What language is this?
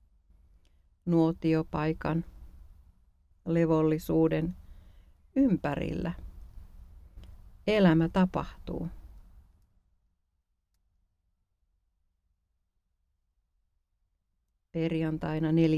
Finnish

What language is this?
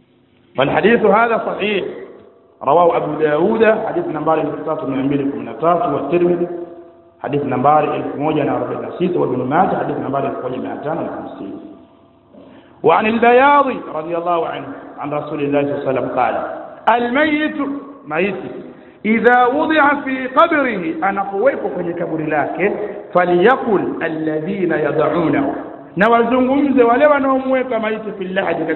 Swahili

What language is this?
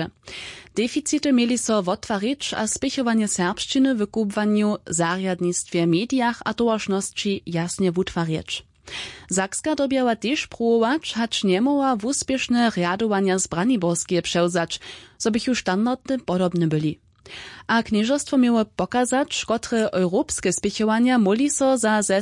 Upper Sorbian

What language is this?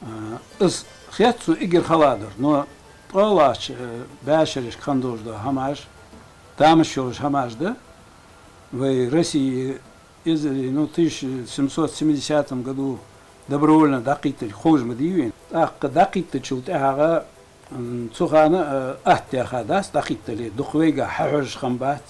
Ingush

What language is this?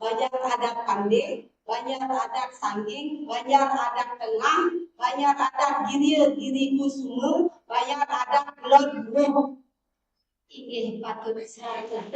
Balinese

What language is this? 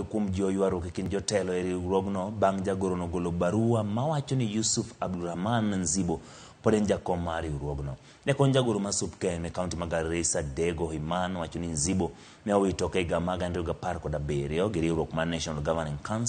Luo (Kenya and Tanzania)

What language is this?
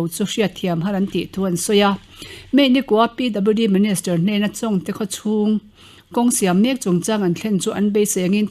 Mizo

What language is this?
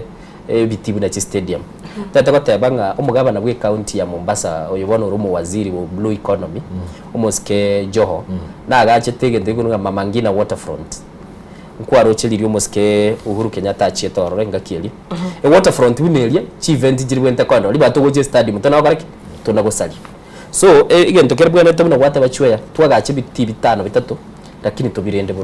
Gusii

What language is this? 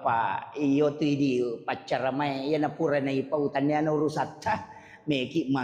Buginese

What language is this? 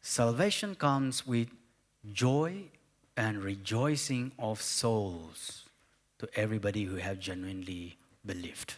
Tangkhul Naga (India)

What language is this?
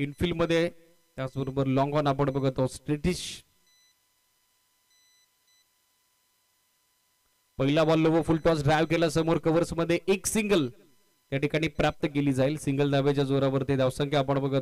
Marathi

